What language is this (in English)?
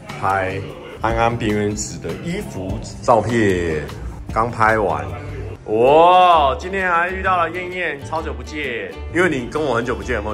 Chinese